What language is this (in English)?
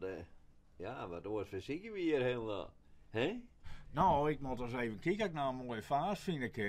Western Frisian